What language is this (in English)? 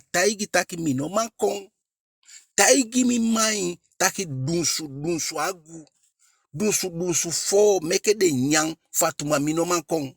Eastern Maroon Creole